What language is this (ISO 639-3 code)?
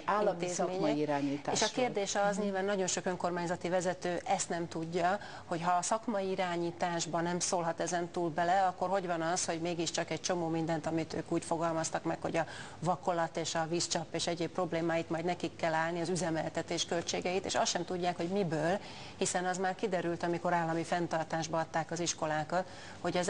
hun